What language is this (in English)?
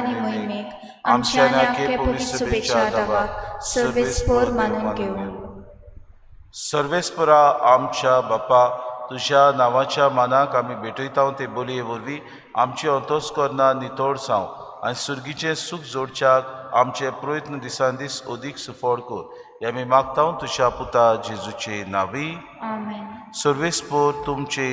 Konkani